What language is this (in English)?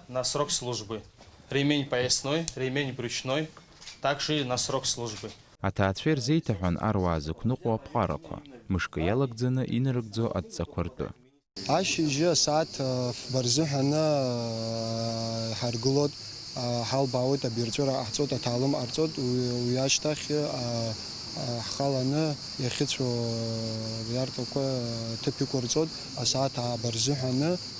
Abkhazian